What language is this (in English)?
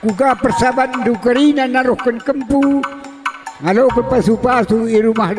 Batak Karo